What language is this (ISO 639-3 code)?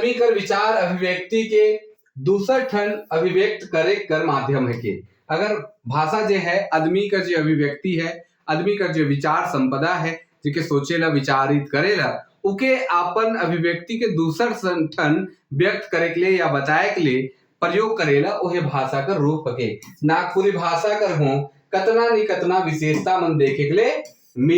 sck